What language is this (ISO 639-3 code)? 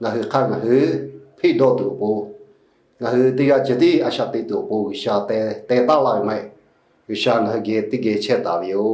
lhu